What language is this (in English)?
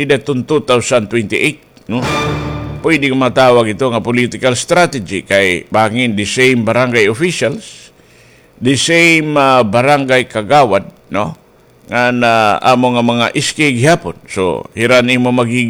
Waray